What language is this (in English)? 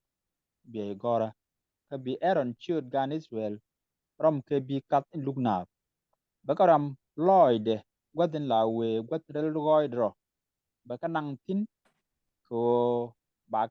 Nuer